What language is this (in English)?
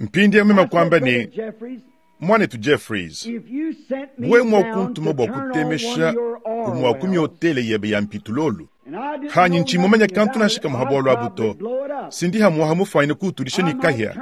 Luba-Lulua